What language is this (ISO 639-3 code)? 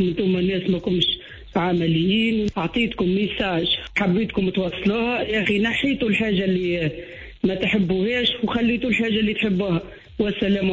aeb